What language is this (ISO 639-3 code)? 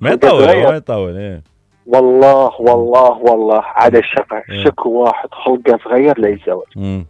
acm